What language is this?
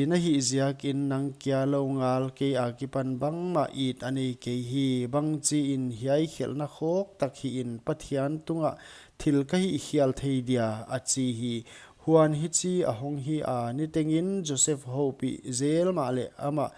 Paite Chin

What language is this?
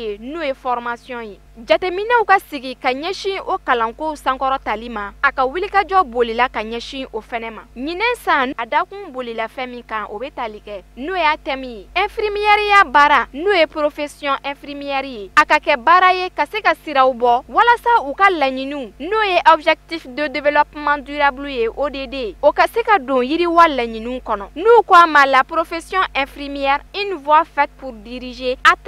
Bambara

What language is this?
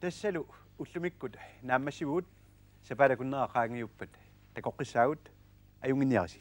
Kalaallisut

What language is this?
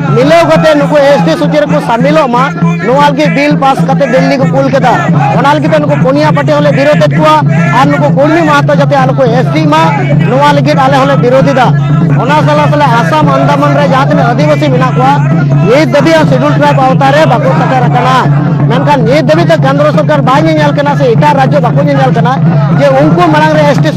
Santali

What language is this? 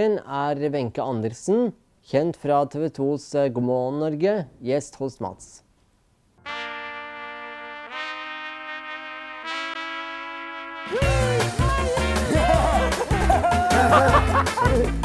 Norwegian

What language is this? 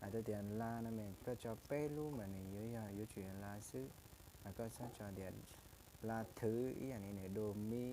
Hmong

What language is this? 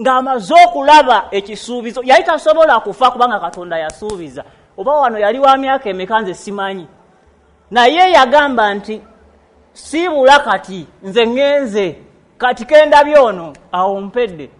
Ganda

